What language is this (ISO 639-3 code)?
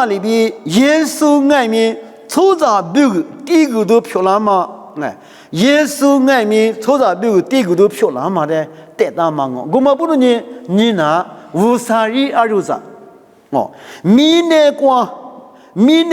lis